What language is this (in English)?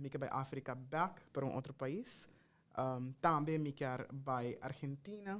Papiamento